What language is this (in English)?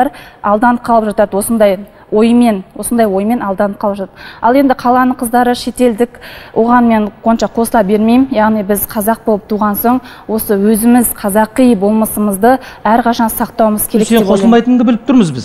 Kazakh